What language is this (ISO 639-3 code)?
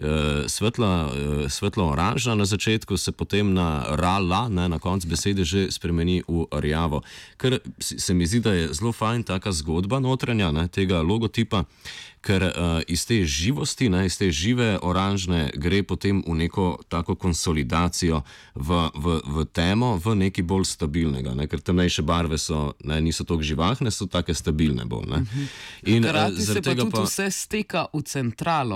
slv